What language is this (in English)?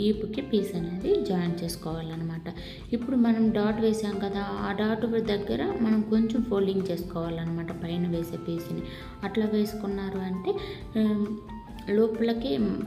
Telugu